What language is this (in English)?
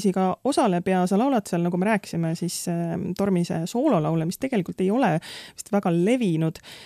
Estonian